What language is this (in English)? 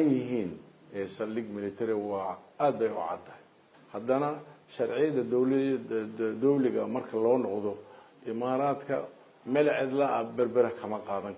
Somali